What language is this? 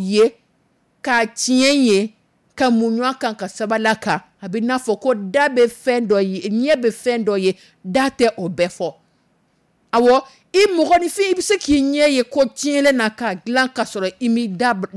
Dyula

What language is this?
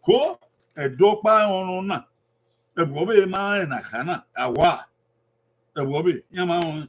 Bini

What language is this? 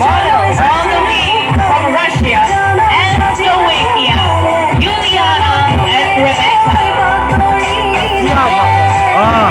Karbi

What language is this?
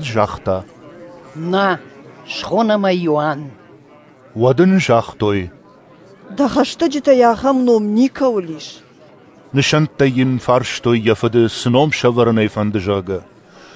Ossetic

